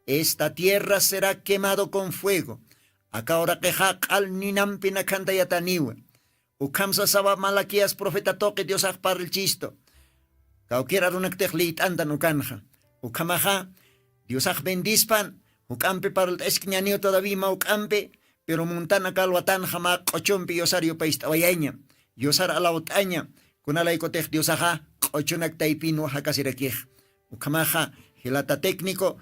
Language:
Aymara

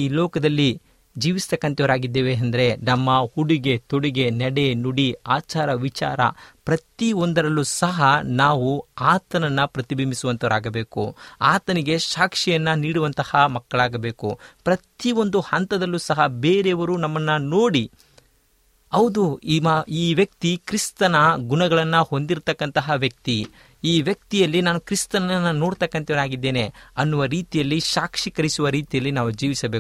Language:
Kannada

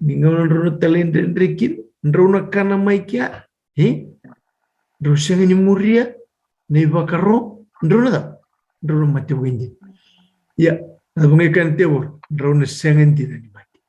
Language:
Fijian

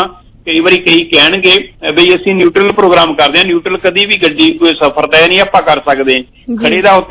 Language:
Punjabi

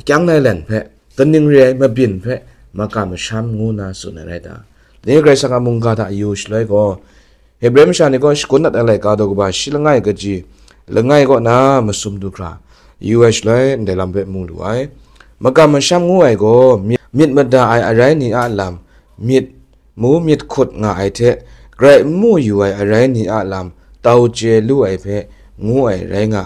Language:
Kachin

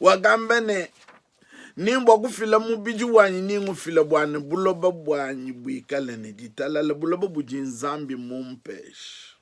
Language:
Luba-Lulua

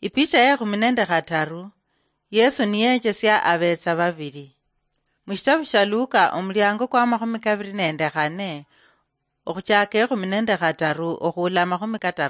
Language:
Luyia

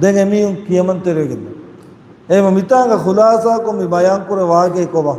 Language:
Divehi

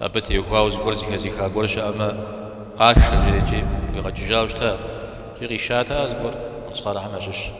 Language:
Kabardian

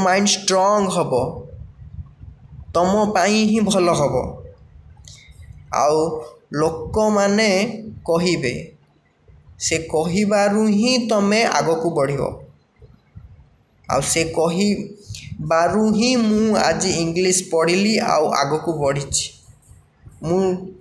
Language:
Odia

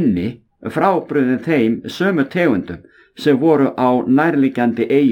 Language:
Icelandic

